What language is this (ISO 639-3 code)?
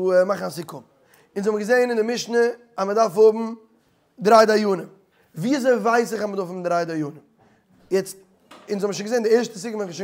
yid